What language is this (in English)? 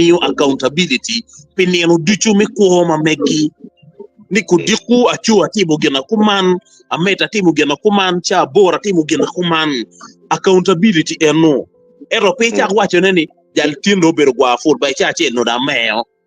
Acoli